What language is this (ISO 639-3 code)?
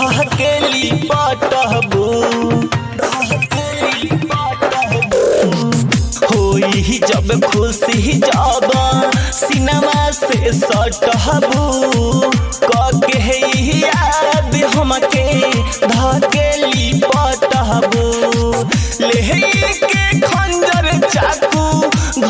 bho